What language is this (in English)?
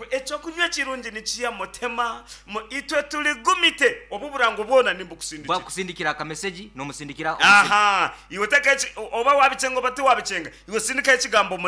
Nyankole